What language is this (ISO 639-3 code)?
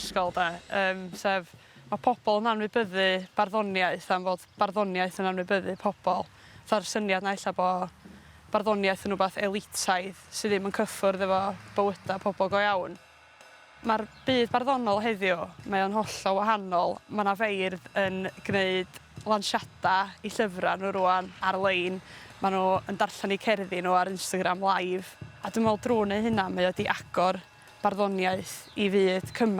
cym